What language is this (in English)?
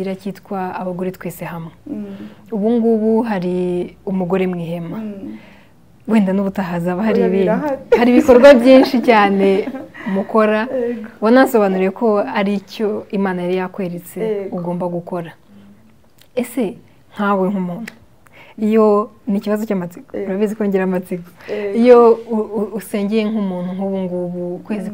Kinyarwanda